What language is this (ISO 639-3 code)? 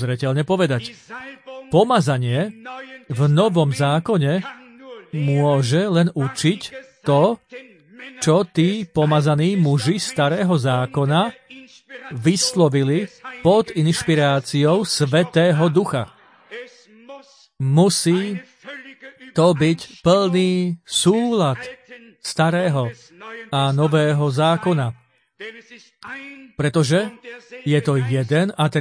slk